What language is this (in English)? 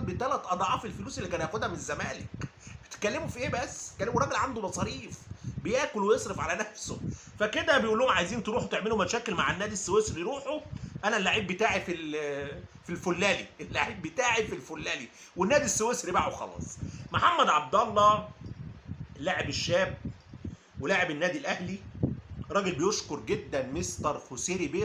Egyptian Arabic